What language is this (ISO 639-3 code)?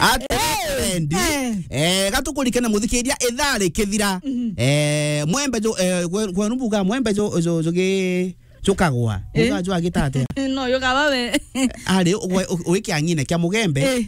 mer